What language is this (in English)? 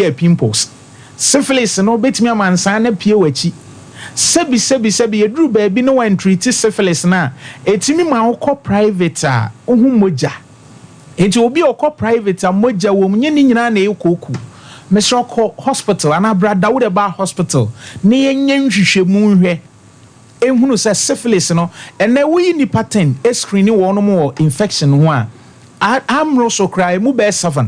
Akan